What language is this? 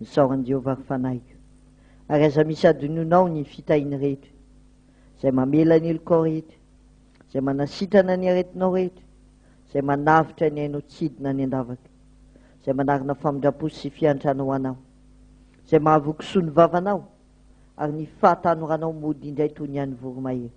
Malagasy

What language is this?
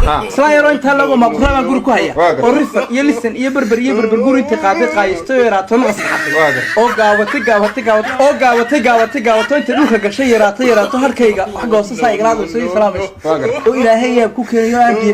Somali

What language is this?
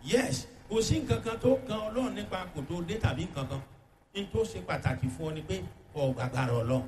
Yoruba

